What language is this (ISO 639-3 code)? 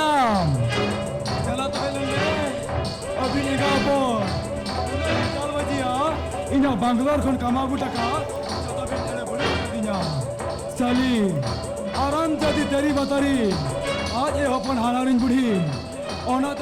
sat